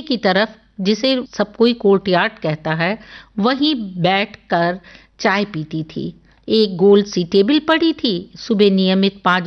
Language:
Hindi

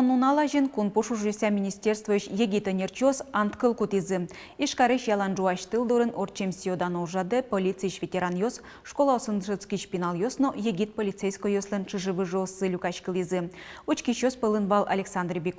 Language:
Udmurt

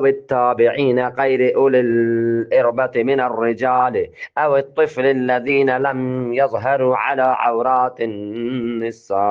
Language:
Eastern Balochi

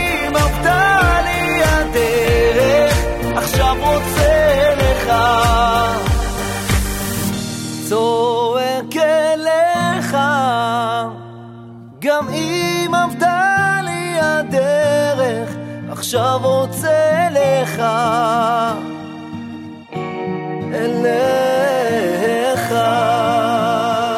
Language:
Hebrew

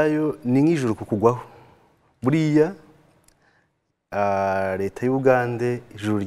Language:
Kinyarwanda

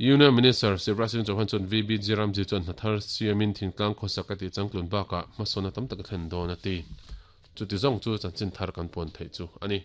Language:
Mizo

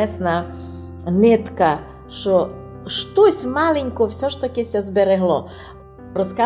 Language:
Rusyn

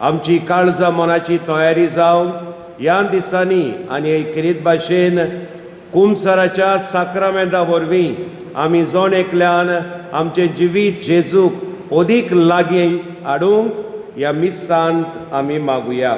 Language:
Konkani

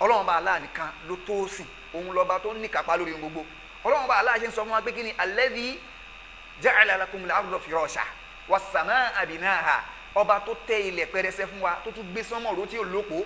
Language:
Yoruba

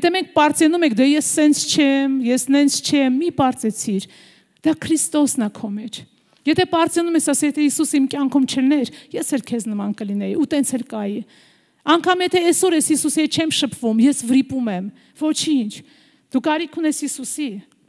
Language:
Armenian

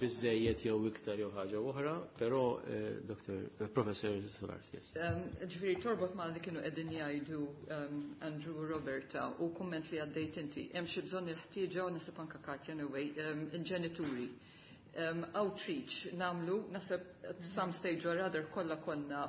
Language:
Maltese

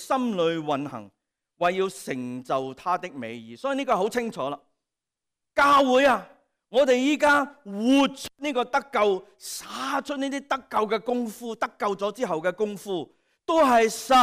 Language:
Cantonese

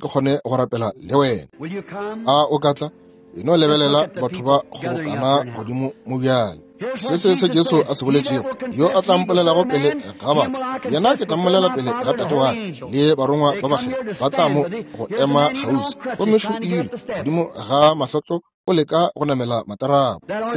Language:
Northern Sotho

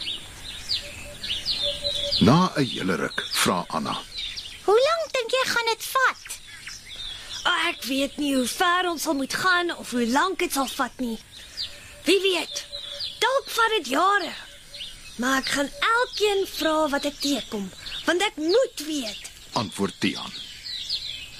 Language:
Afrikaans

